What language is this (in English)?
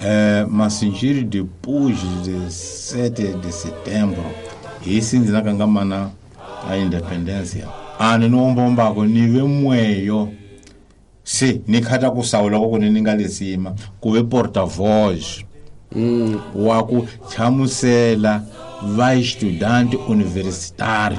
Tsonga